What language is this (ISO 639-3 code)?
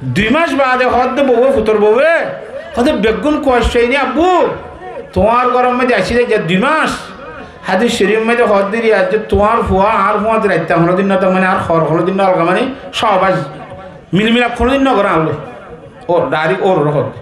rhg